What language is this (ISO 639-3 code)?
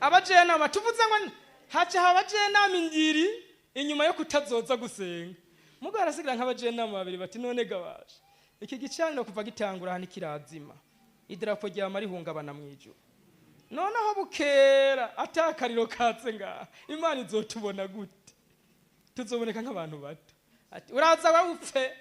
run